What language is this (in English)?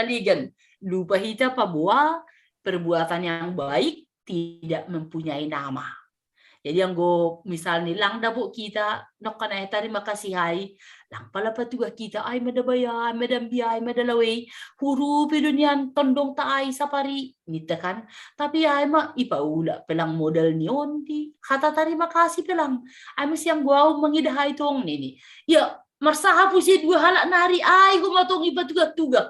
Batak Simalungun